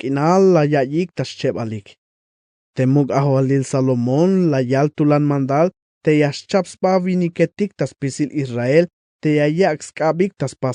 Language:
Tzeltal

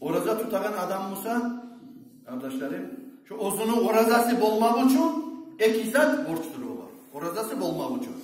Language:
Kumyk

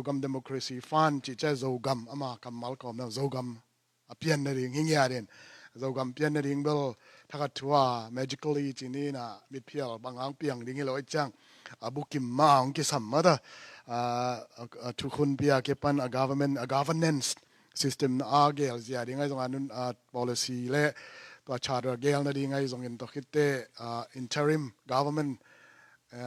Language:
Tedim Chin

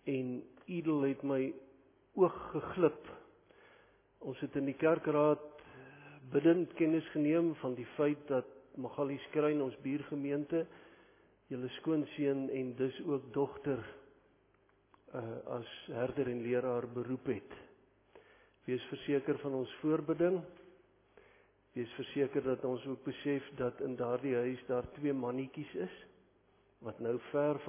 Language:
Afrikaans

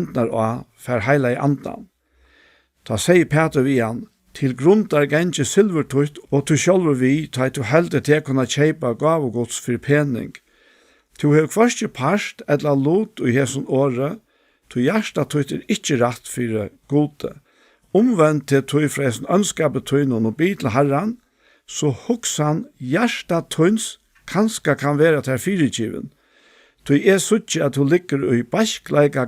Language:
Faroese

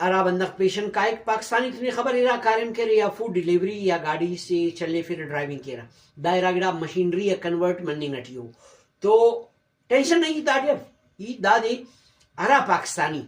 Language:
Brahui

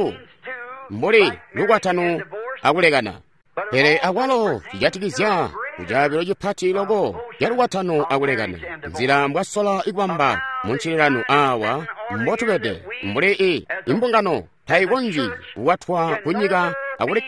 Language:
Tonga (Zambia)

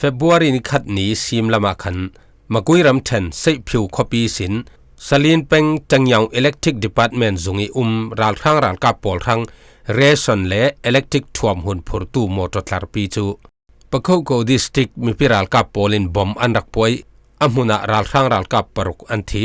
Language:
Falam Chin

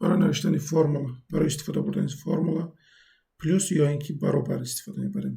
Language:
Tajik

